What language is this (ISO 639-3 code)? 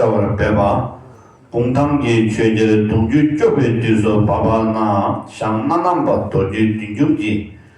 bod